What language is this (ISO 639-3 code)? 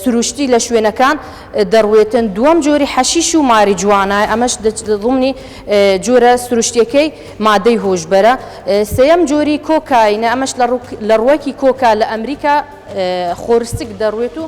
ckb